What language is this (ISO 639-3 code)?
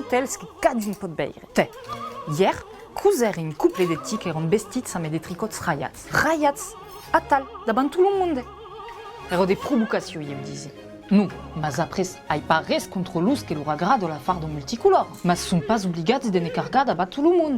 oci